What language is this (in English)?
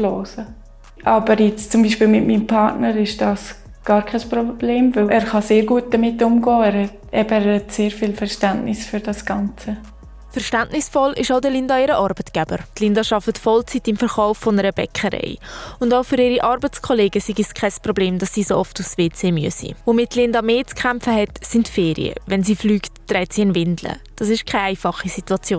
Swiss German